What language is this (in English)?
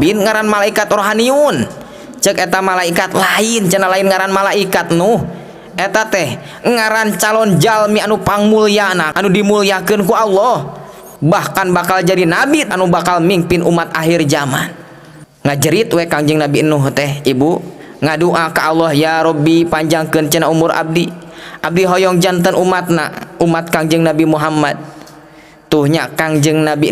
Sundanese